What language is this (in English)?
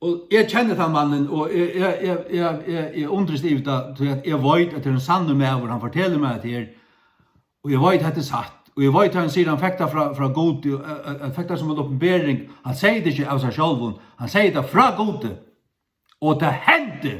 Faroese